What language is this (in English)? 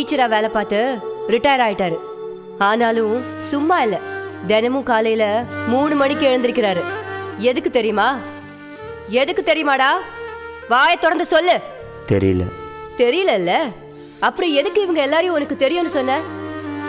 Tamil